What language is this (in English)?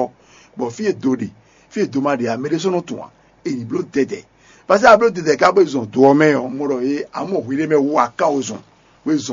Fon